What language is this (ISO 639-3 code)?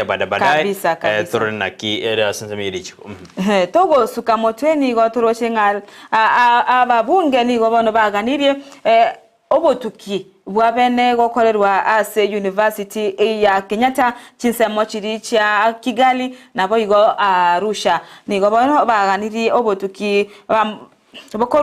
guz